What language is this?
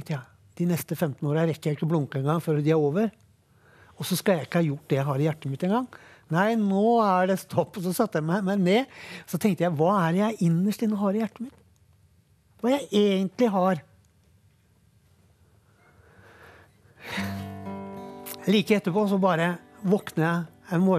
Norwegian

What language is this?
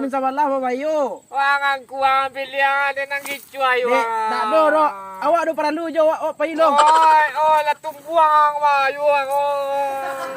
Minangkabau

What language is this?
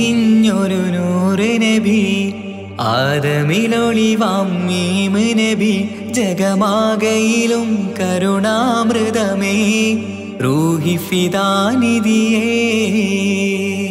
Malayalam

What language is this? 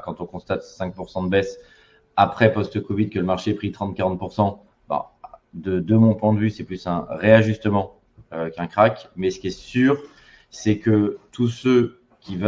French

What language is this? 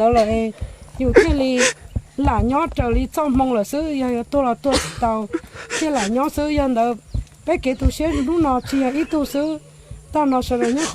Hmong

